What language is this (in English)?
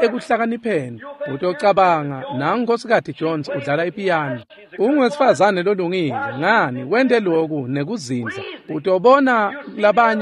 Swati